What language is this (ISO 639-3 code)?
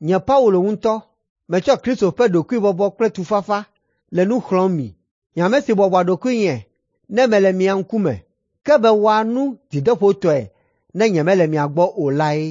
ewe